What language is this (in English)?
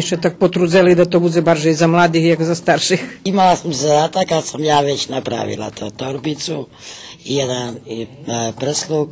Rusyn